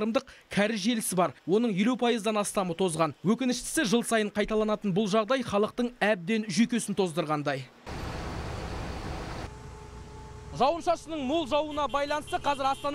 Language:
Kazakh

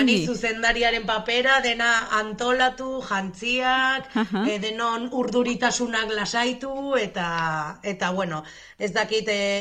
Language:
Basque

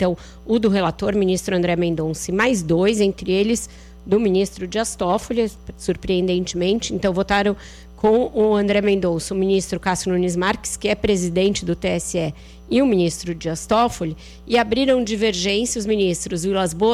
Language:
Portuguese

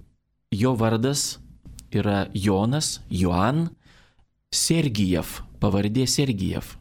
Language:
Lithuanian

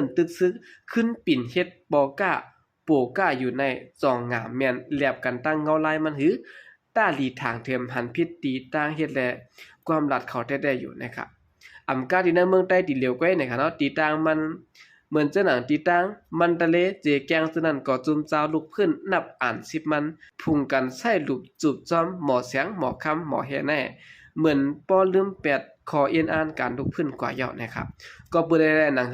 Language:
Shan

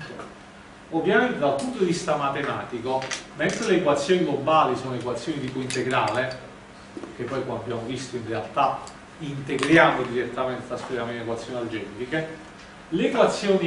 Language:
Italian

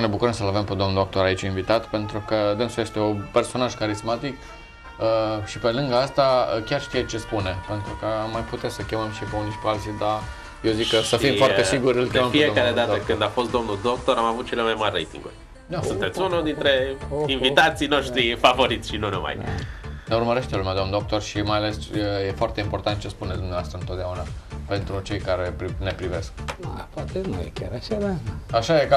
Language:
Romanian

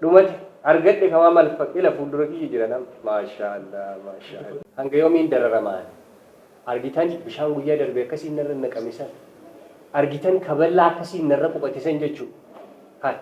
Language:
Oromo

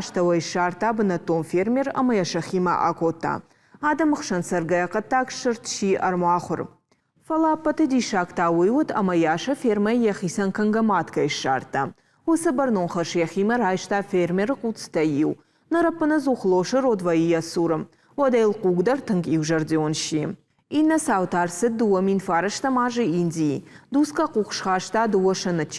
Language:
Ossetic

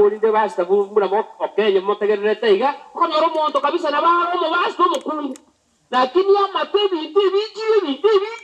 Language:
Gusii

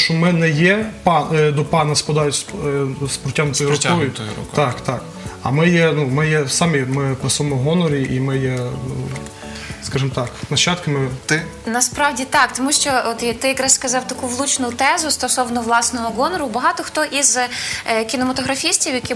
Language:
Ukrainian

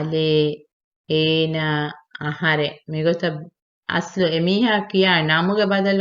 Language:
Divehi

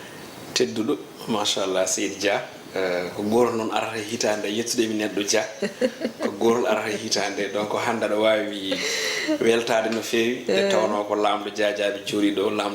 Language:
Fula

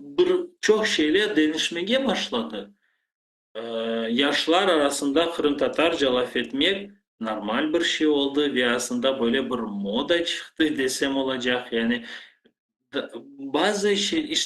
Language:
Crimean Tatar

